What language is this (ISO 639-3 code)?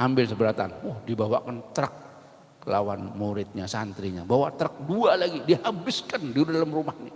bjn